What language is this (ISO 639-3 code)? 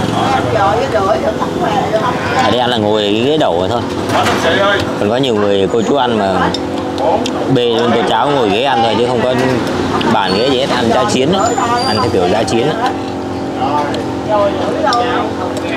vie